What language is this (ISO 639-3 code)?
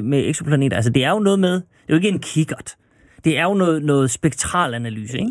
dan